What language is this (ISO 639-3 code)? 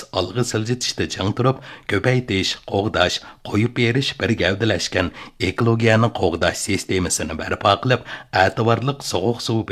uig